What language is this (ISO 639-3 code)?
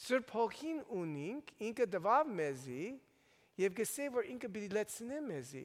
hyw